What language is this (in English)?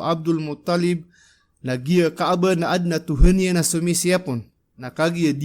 Maranao